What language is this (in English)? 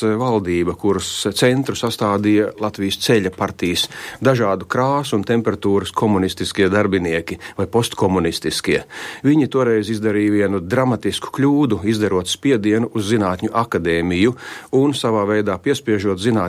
Latvian